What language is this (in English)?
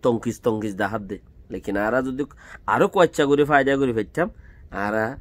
Rohingya